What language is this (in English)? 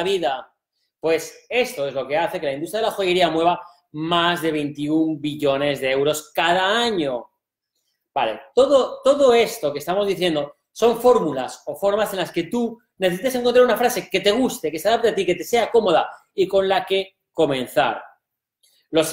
Spanish